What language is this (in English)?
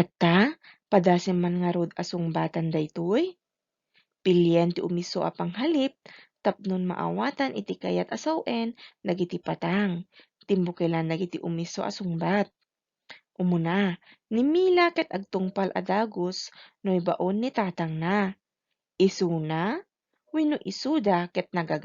Iloko